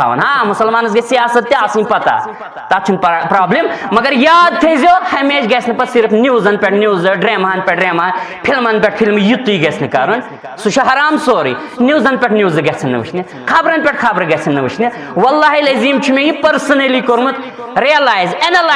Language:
Kashmiri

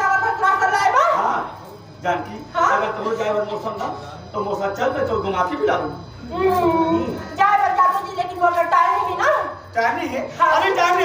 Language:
Chhattisgarhi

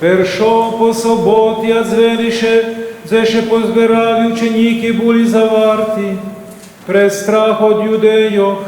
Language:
Rusyn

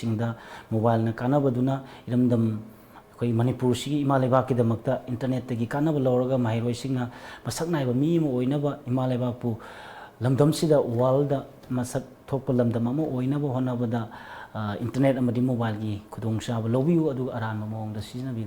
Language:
Manipuri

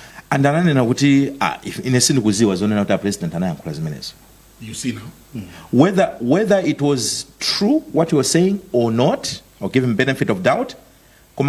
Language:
Nyanja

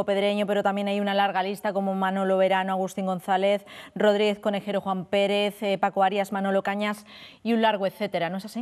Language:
Spanish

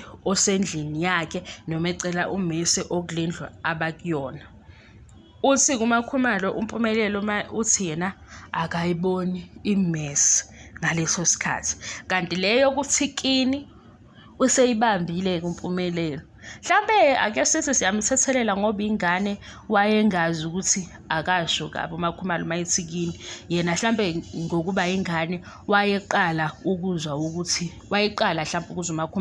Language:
Zulu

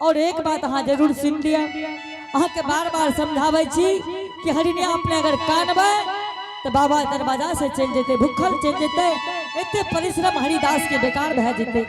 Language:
Angika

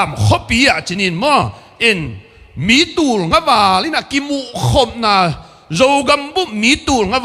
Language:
Tedim Chin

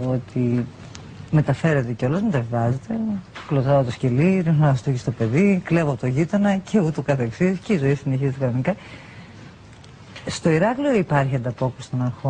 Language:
Greek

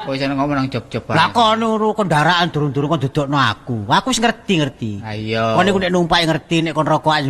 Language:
Javanese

